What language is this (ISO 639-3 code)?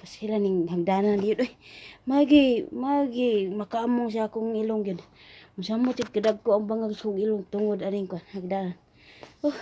ceb